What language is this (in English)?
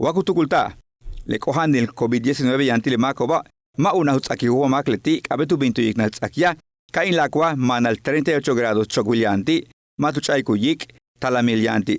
Yucateco